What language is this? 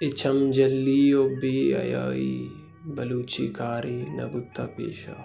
Baluchi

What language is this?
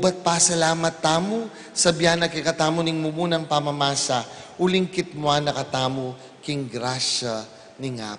Pampanga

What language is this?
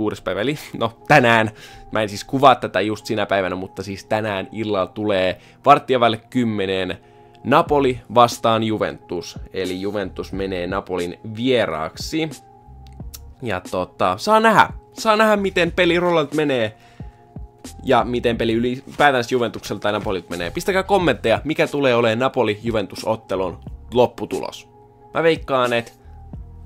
Finnish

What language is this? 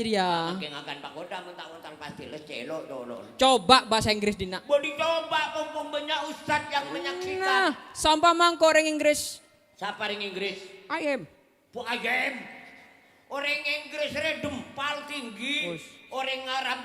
Madurese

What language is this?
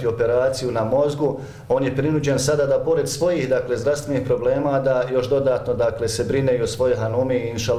Bosnian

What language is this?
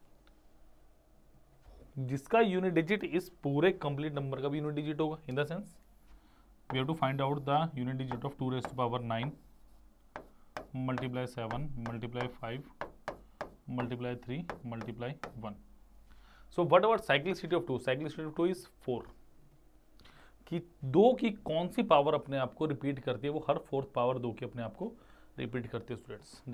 Hindi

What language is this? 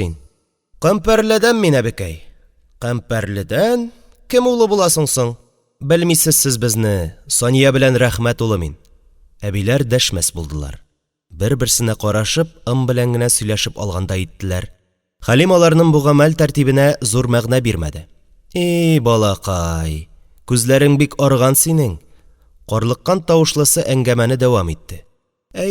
Tatar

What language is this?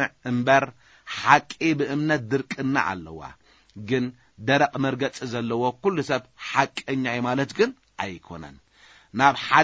Tigrinya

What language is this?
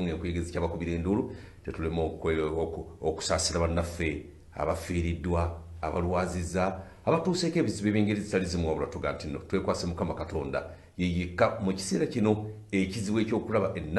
Ganda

